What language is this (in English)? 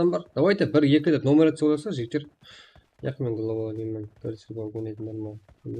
Kara-Kalpak